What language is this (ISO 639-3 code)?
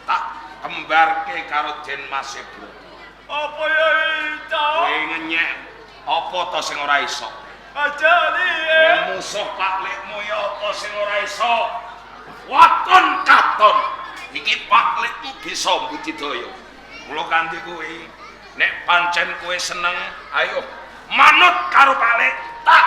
jav